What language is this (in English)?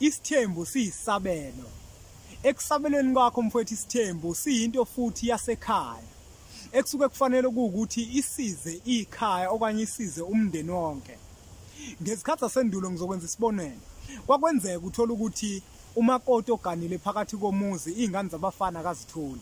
Zulu